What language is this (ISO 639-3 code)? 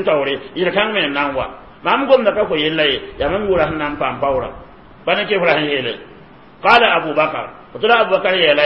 mos